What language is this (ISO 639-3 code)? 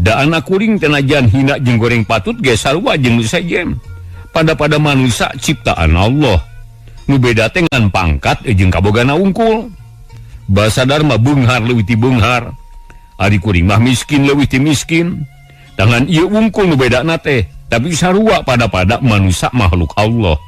sun